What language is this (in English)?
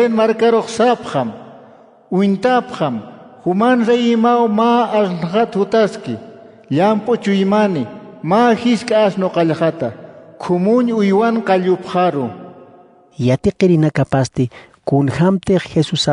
Aymara